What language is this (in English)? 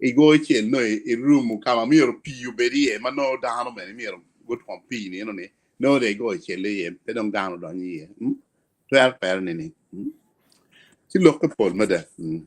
Acoli